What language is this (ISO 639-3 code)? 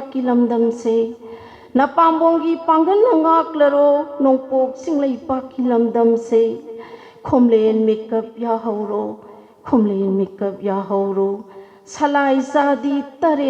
mni